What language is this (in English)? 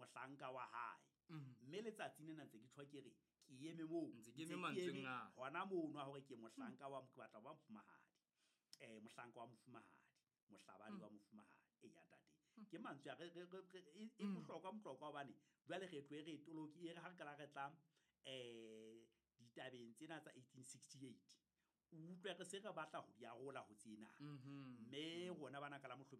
Southern Sotho